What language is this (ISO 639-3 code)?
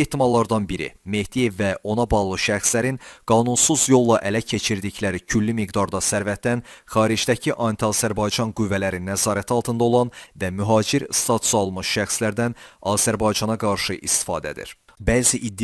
aze